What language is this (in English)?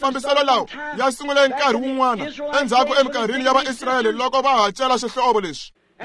Tsonga